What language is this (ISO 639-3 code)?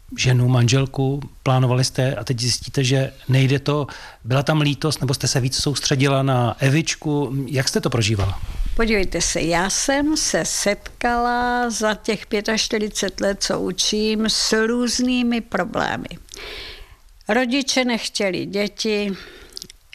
ces